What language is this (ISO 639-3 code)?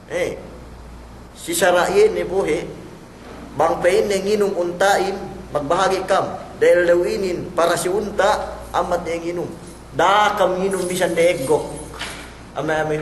yka